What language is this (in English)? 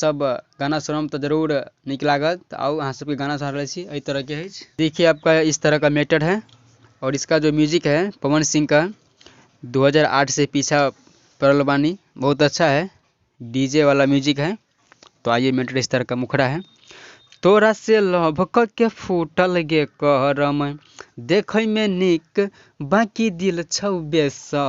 Maithili